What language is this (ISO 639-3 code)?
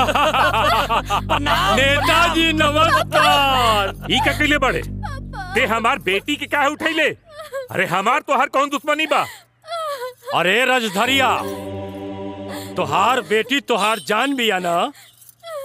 bho